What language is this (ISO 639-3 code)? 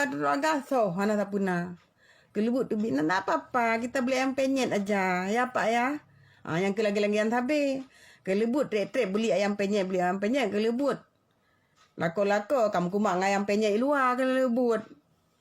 ace